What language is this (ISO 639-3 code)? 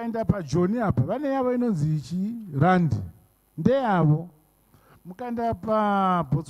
sna